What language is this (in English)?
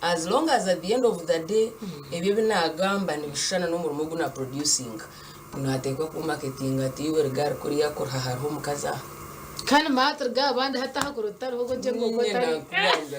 Nyankole